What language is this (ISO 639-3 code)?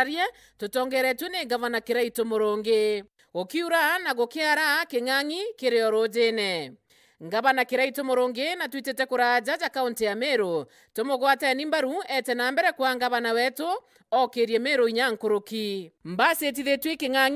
mer